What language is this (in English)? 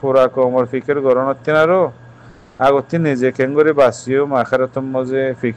Rohingya